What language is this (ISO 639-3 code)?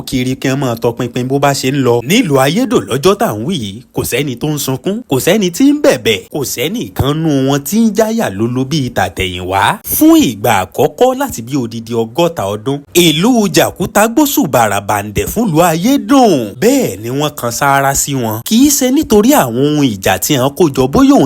yor